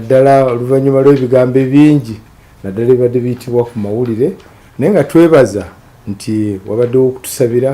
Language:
Ganda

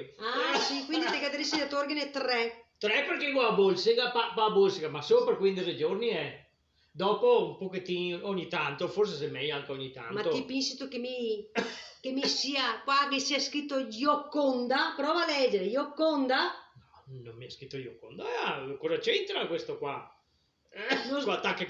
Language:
Venetian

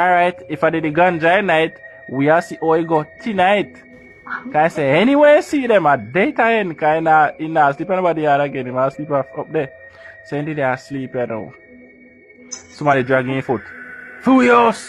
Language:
Jamaican Creole English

